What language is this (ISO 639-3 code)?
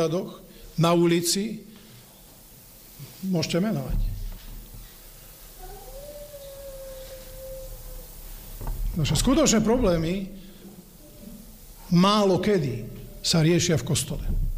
slk